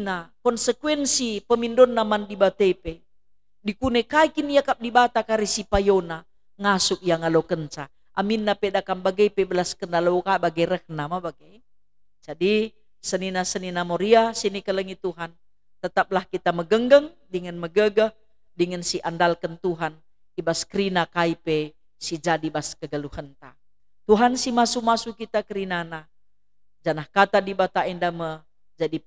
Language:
Batak Karo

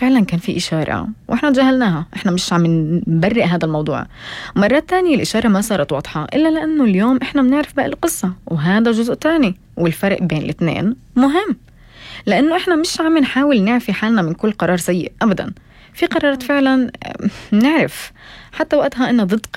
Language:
North Levantine Arabic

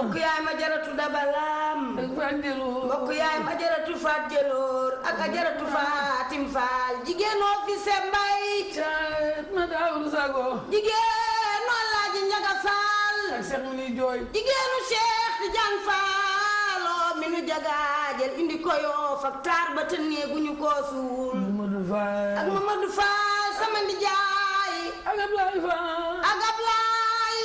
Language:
Wolof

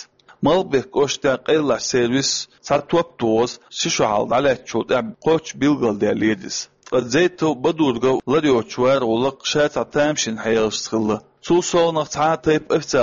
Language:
Chechen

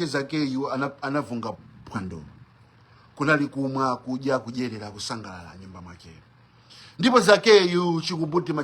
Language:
Nyanja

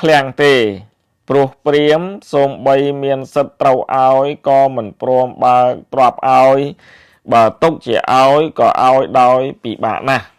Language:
Khmer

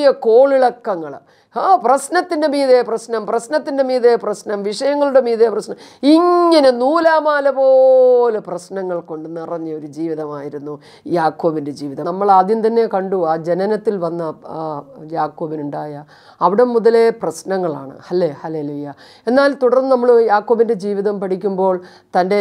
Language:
Malayalam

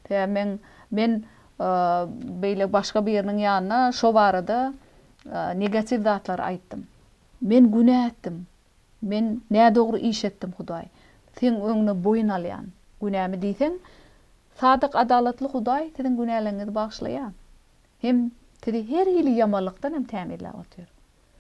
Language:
Turkmen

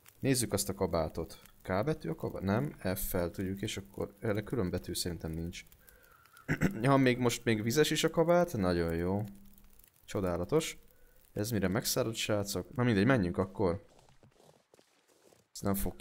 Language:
Hungarian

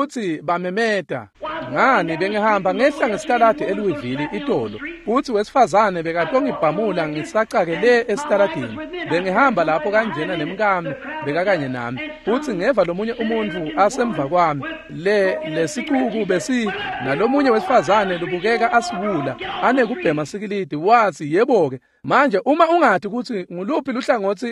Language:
Swati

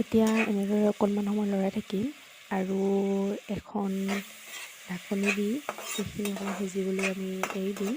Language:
Assamese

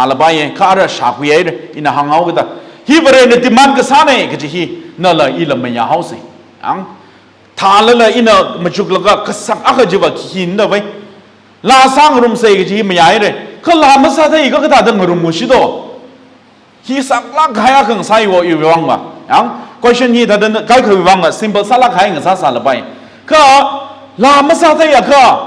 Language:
Tangkhul Naga (India)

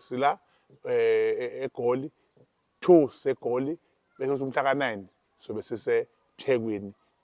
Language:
Zulu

